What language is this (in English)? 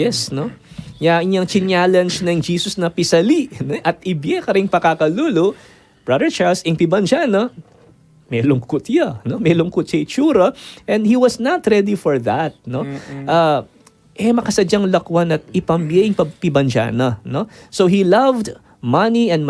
Pampanga